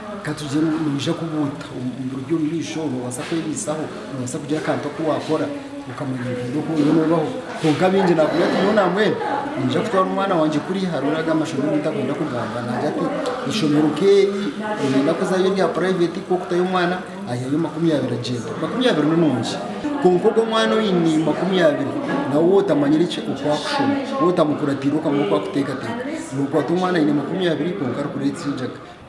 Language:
Nyankole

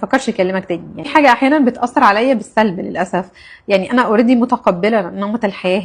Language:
Egyptian Arabic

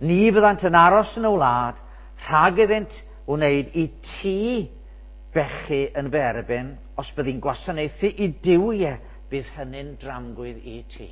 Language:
Welsh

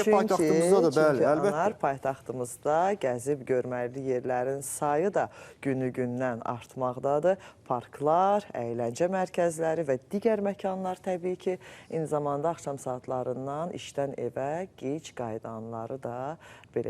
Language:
Azerbaijani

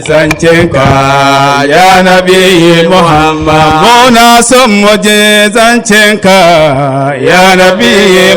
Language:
Dagbani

